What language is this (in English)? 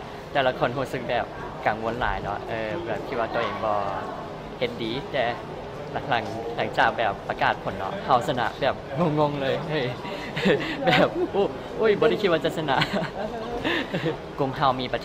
Lao